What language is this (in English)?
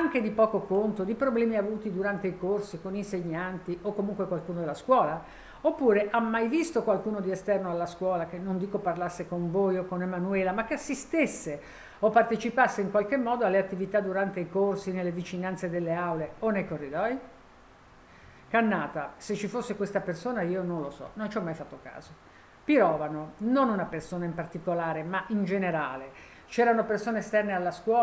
Italian